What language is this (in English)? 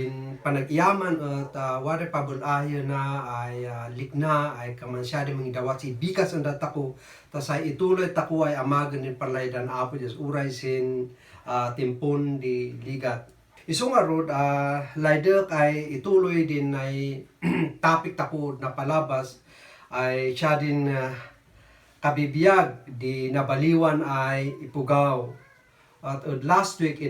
Kankanaey